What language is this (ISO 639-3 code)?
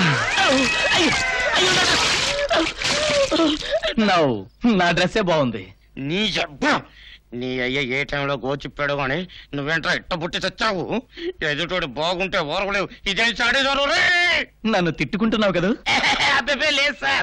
tel